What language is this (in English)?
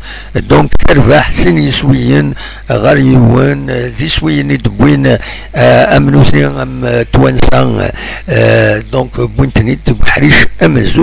Kabyle